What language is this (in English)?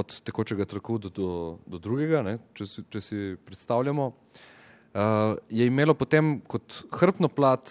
Slovenian